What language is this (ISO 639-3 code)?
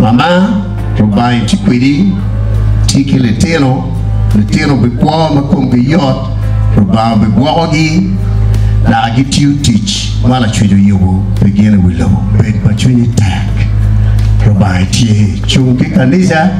ach